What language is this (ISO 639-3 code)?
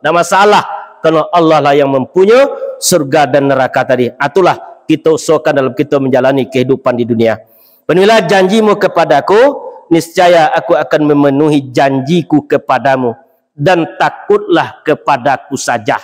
min